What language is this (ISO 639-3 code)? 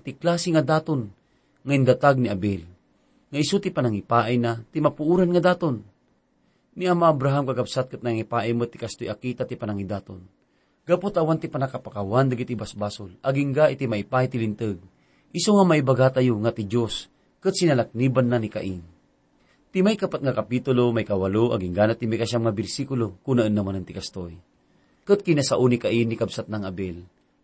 ilo